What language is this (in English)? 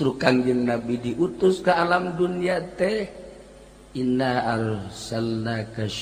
Sundanese